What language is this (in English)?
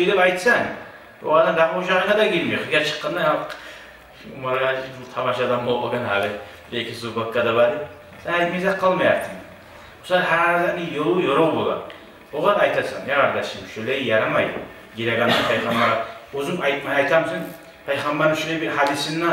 Kumyk